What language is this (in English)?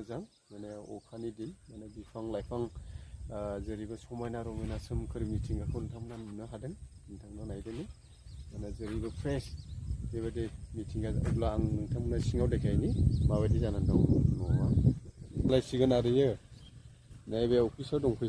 Bodo